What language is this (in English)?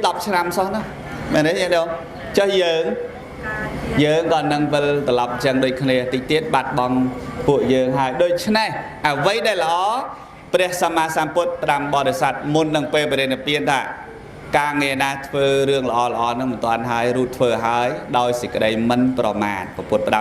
Khmer